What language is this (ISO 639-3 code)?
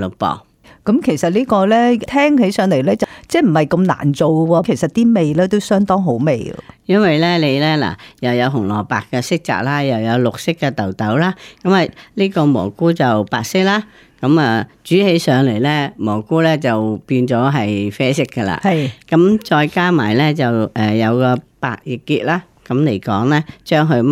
yue